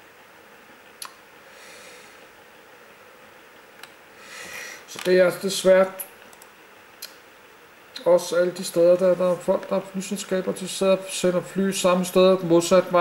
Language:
Danish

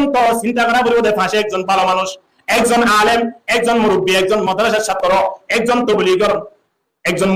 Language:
Rohingya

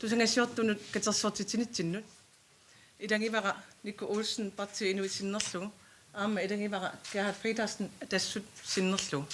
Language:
Kalaallisut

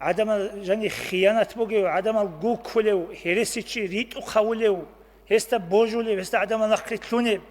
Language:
Avaric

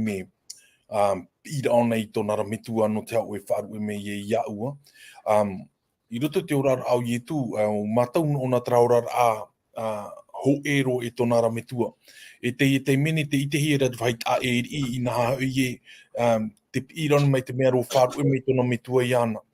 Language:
Tahitian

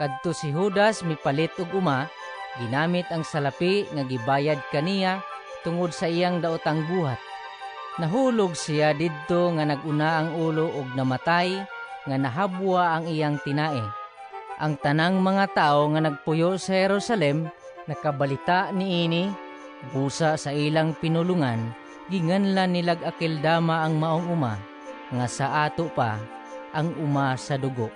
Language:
Cebuano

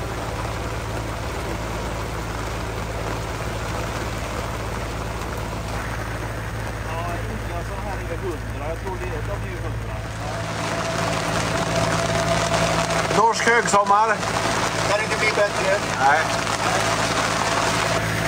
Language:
Swedish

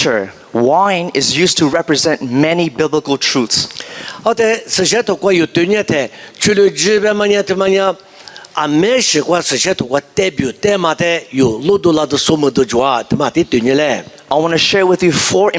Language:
Lisu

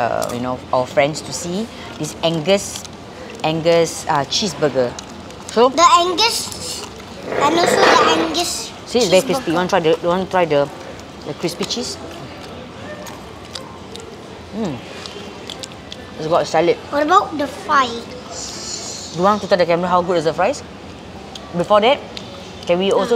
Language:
Malay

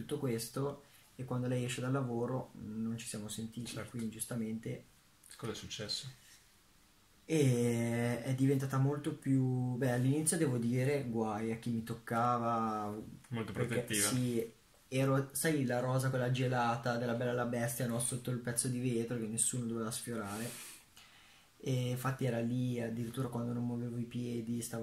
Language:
Italian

